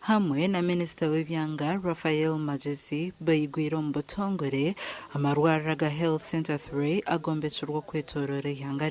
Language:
Nyankole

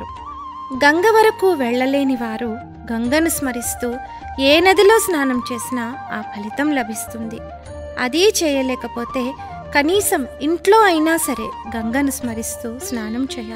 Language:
Telugu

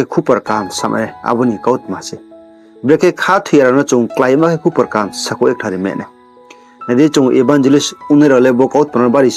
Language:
Riang (India)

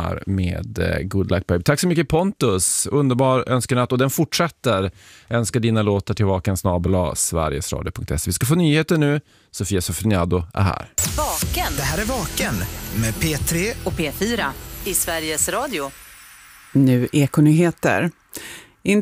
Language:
Swedish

